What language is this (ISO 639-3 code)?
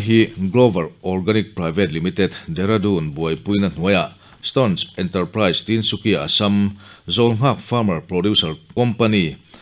lus